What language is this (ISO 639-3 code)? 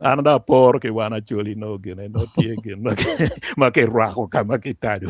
ach